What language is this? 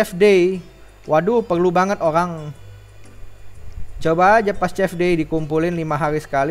Indonesian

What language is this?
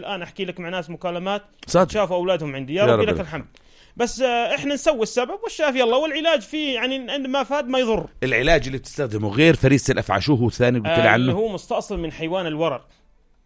North Levantine Arabic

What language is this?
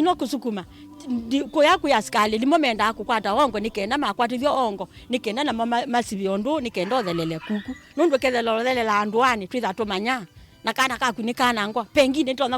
Kamba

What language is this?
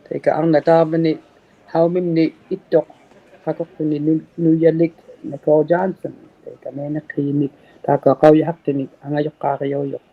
Inuktitut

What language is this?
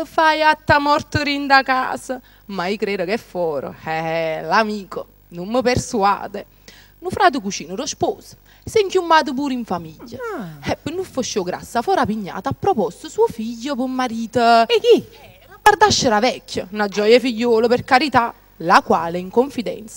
Neapolitan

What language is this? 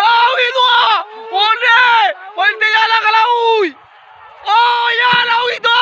Minangkabau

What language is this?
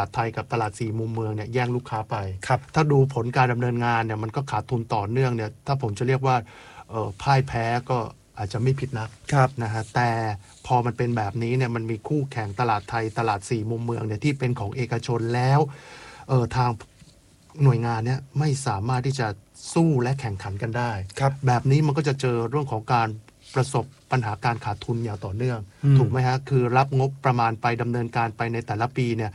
Thai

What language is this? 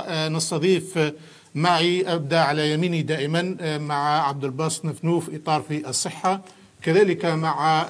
Algerian Arabic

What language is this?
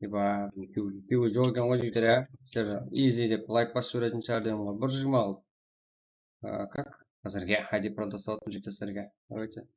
Kara-Kalpak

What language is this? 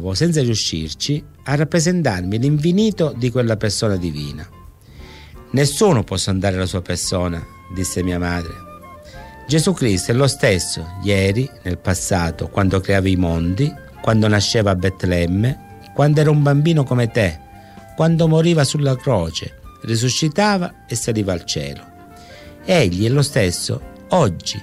Italian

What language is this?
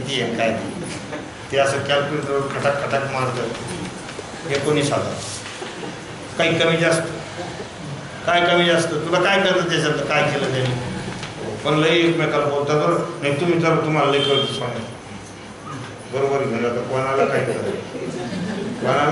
Marathi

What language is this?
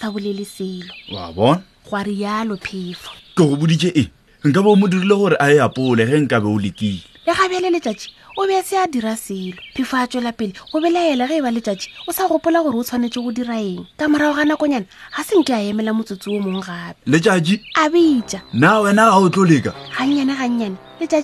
Northern Sotho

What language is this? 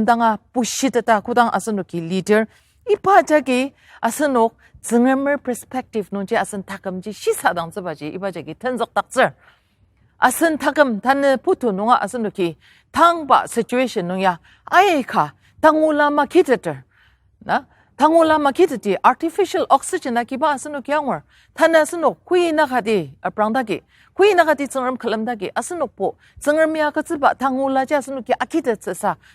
Ao Naga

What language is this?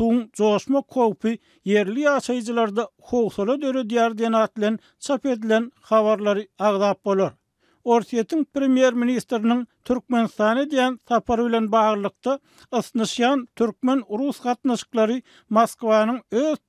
Turkmen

